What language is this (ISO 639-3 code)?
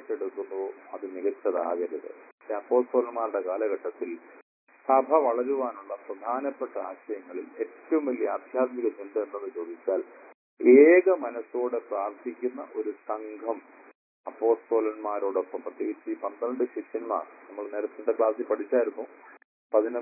mal